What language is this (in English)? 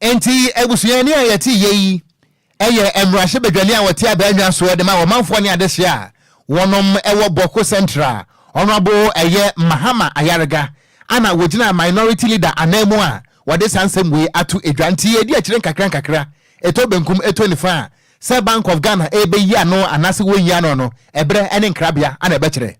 Akan